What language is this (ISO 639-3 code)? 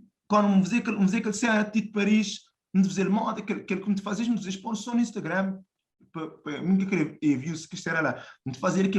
kea